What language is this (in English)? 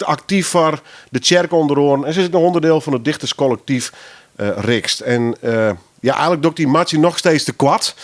Western Frisian